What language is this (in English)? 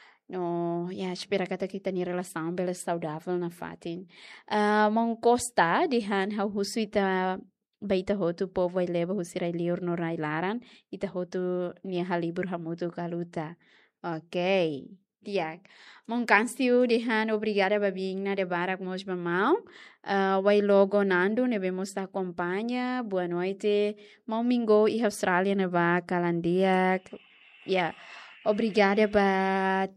Tetum